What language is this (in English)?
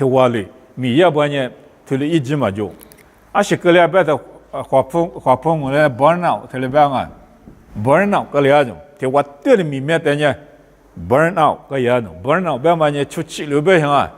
Lisu